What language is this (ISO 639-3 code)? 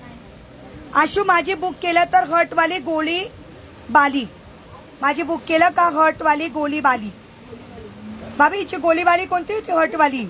mar